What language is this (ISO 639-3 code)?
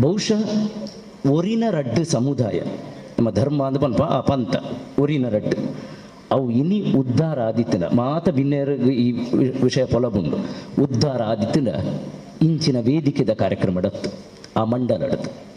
tcy